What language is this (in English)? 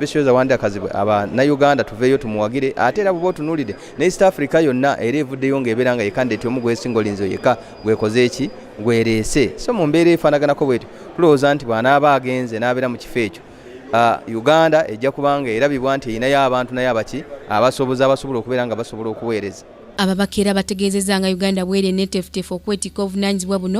Ganda